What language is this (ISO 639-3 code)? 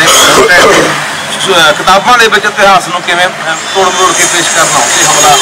pan